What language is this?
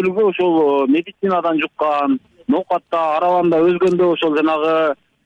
Kyrgyz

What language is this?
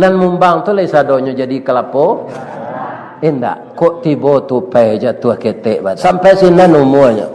Minangkabau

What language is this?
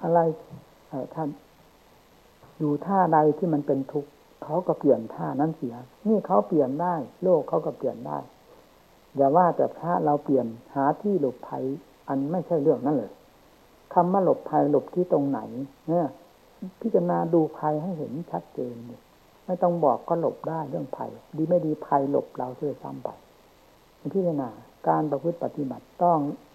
Thai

